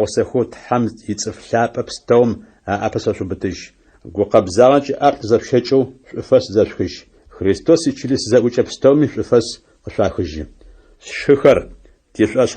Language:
Adyghe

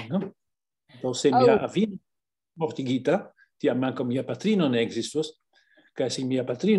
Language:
Esperanto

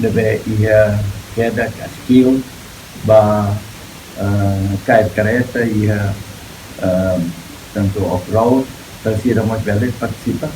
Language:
Tetum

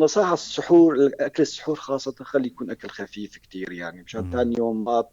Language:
North Levantine Arabic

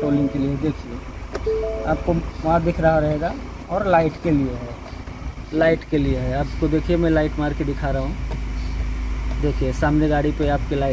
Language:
Hindi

